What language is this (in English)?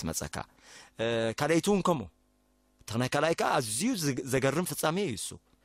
Tigrinya